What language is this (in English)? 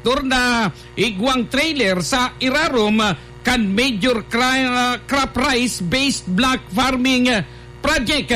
Bikol